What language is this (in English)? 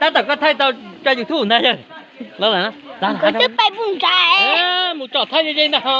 Hmong